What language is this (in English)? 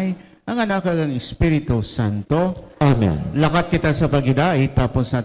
Hiligaynon